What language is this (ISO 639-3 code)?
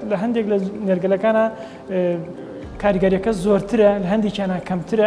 ckb